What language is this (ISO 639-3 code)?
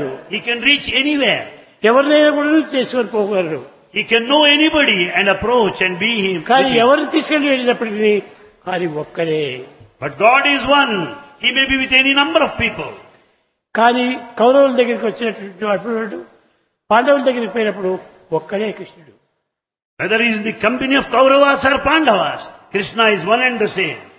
tel